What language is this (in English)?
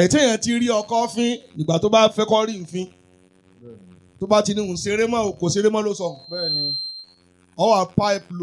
Yoruba